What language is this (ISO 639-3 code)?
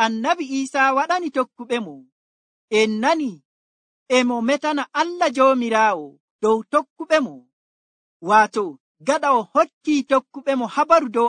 fuv